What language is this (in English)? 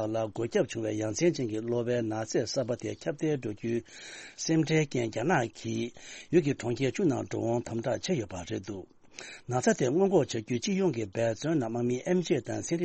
Tibetan